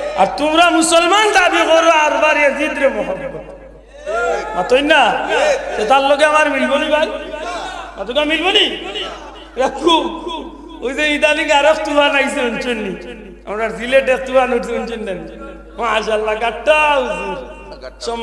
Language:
Sylheti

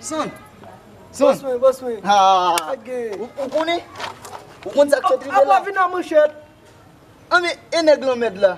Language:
Haitian Creole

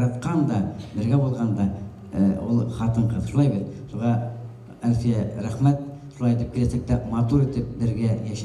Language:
Bashkir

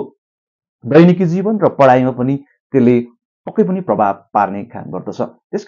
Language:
Nepali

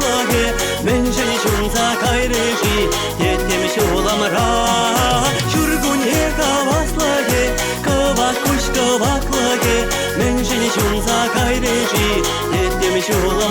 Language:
Chuvash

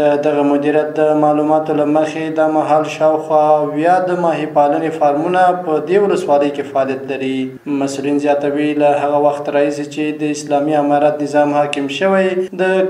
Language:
Pashto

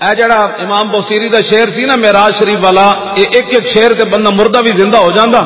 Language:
Western Panjabi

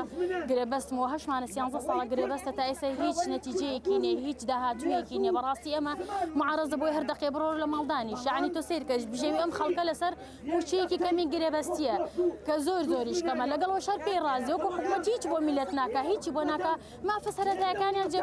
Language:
Central Kurdish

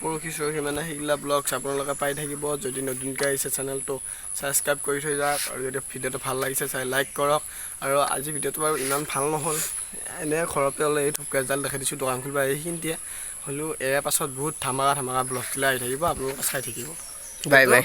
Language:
Assamese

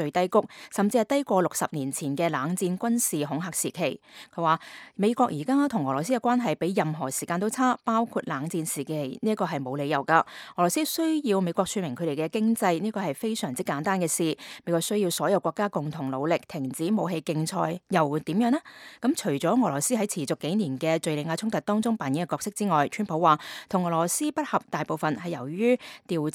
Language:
Cantonese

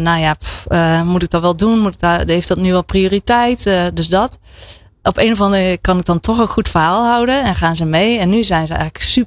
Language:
Dutch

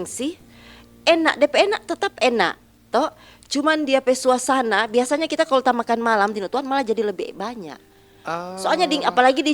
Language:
Manado Malay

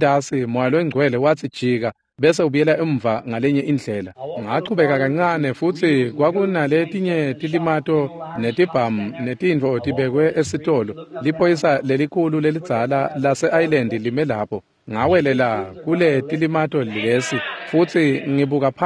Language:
Swati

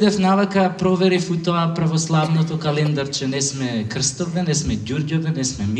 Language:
Macedonian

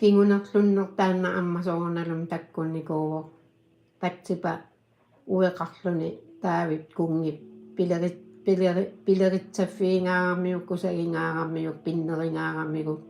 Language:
Kalaallisut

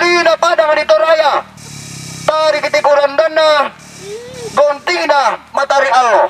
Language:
Toraja-Sa'dan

